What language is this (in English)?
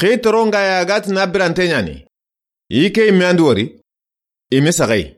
Soninke